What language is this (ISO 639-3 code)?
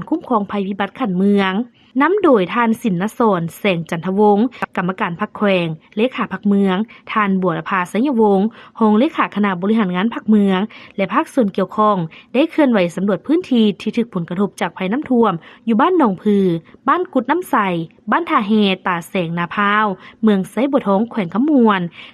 lao